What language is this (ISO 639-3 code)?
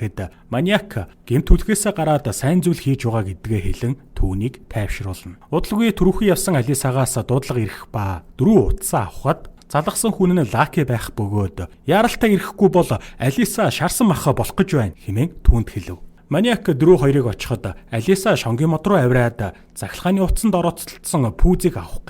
mon